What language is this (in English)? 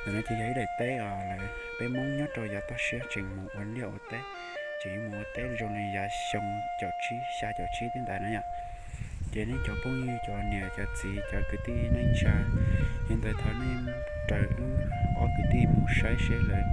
Hmong